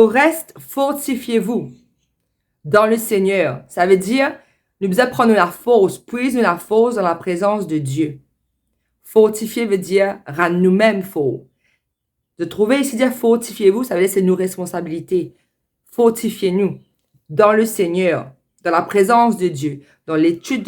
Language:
Morisyen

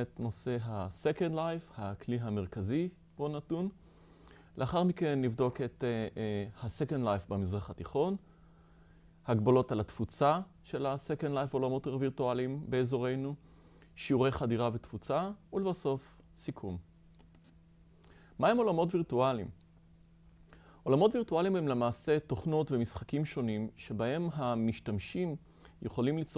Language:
Hebrew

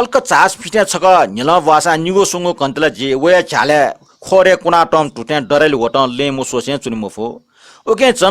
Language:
Newari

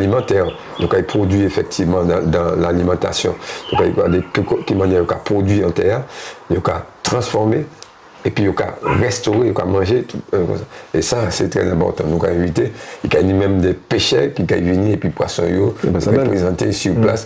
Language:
Guadeloupean Creole French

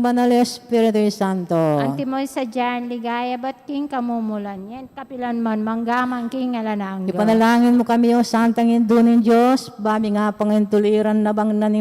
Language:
Pampanga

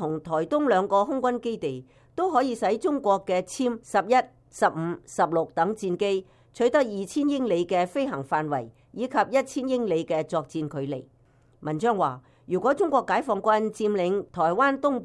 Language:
Cantonese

